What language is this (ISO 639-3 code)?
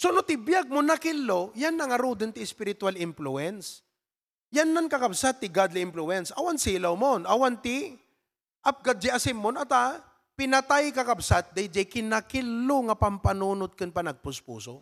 ilo